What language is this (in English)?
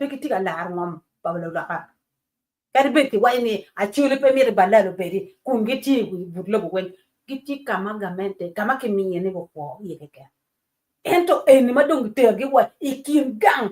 Acoli